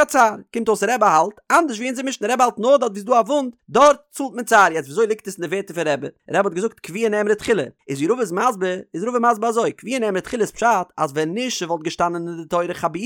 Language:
Yiddish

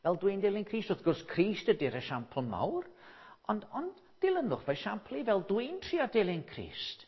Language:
Welsh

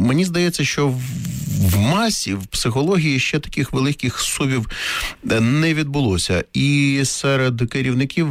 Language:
Ukrainian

